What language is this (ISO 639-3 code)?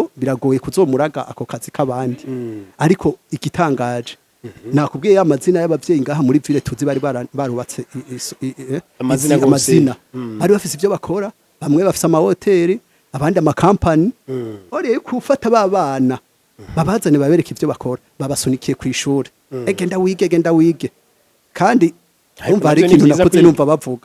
run